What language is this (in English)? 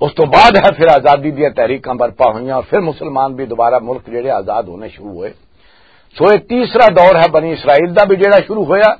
Western Panjabi